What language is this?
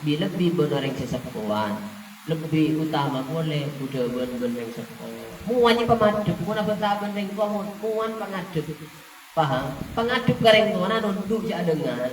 Madurese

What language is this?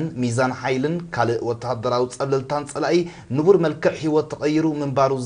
Tigrinya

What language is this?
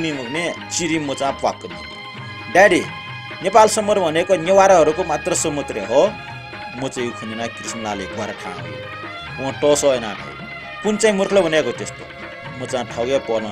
Newari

